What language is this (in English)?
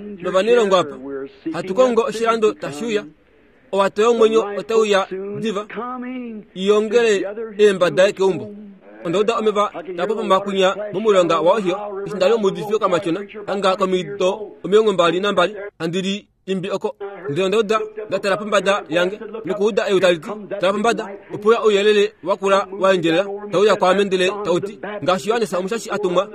Kuanyama